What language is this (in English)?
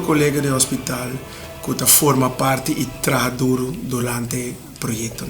Papiamento